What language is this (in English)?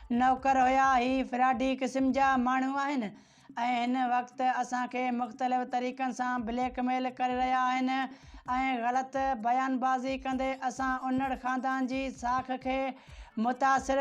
Sindhi